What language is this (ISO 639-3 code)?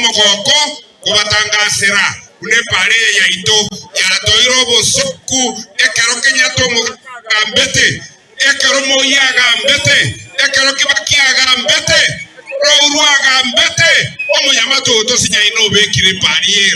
guz